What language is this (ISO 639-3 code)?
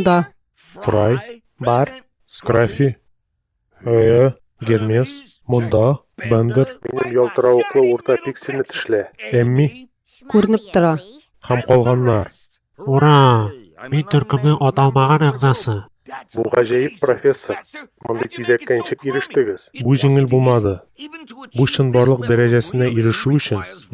tat